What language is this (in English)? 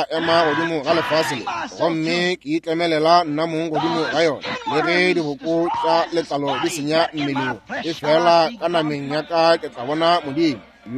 Northern Sotho